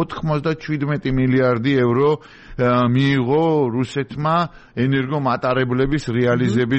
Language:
Georgian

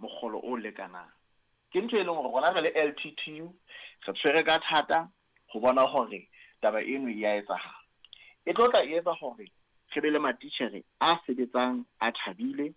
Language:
Southern Sotho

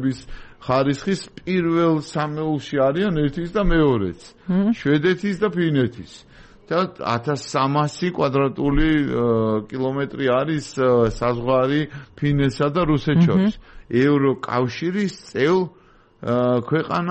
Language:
Georgian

